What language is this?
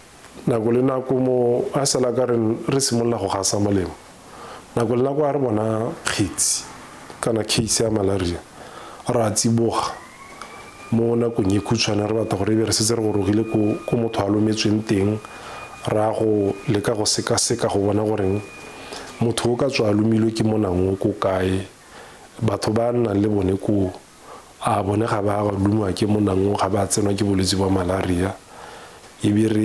Tswana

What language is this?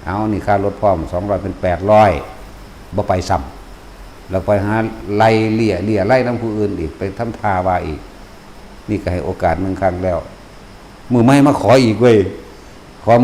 Northeastern Thai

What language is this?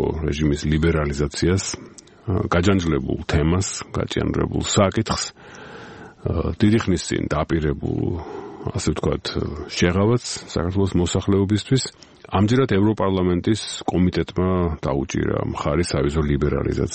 Georgian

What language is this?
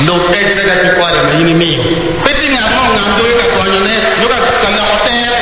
Acoli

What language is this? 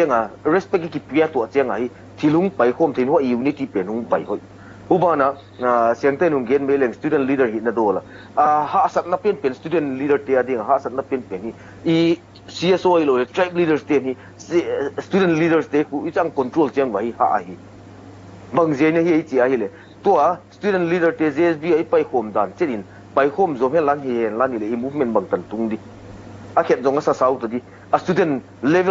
Tedim Chin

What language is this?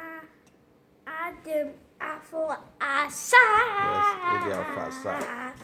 Igbo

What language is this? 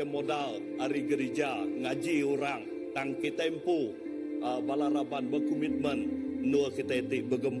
Iban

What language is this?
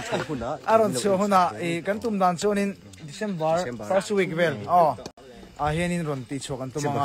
Mizo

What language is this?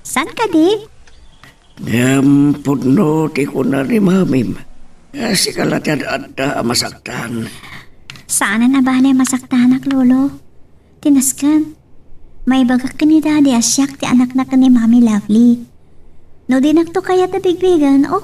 Iloko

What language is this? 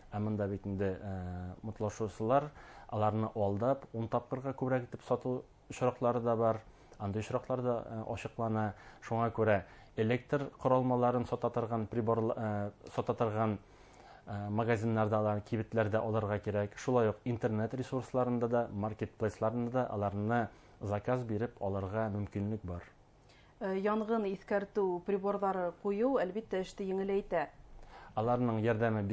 Bashkir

